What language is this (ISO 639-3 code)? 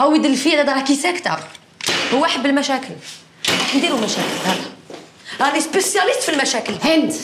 arq